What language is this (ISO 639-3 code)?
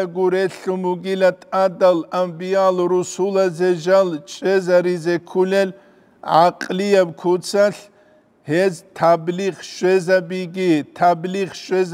ava